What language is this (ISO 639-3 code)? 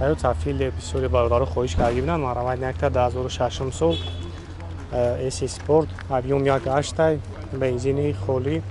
tgk